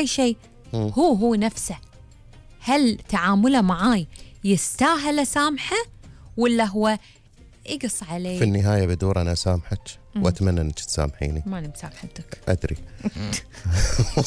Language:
Gulf Arabic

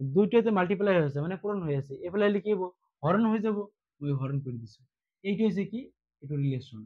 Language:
Assamese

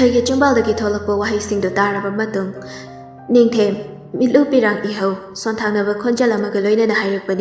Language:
Manipuri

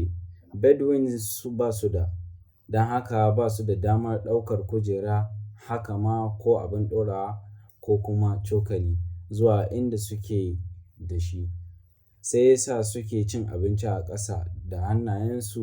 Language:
Hausa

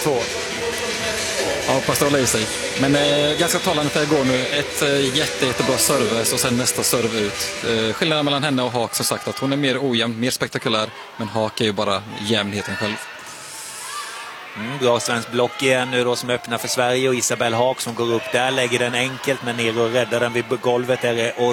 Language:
Swedish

